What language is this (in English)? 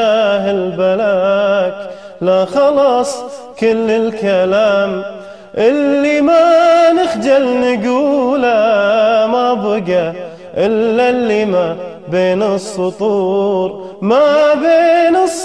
Gulf Arabic